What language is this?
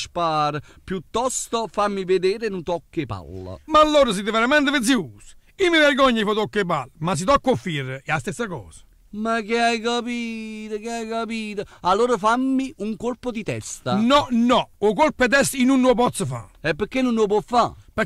Neapolitan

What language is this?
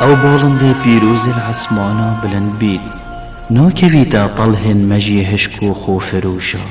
Kurdish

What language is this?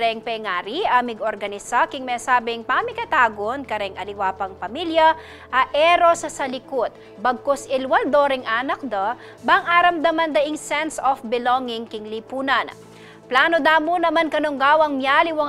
Pampanga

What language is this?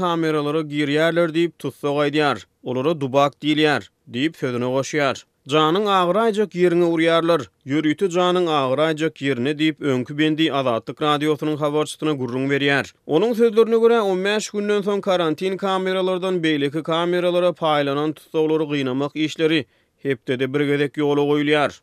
Turkmen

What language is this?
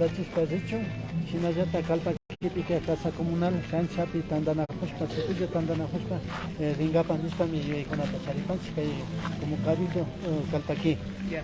Imbabura Highland Quichua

